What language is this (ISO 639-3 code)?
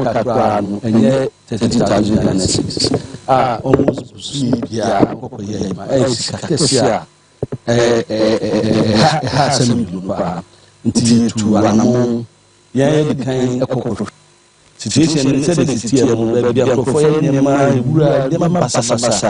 aka